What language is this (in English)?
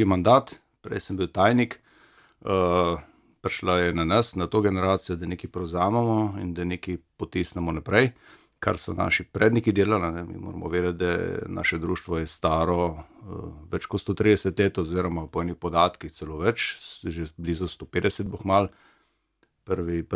Slovenian